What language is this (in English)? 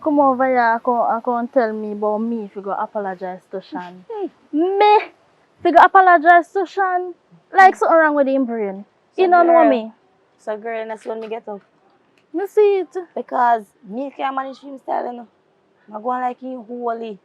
Jamaican Creole English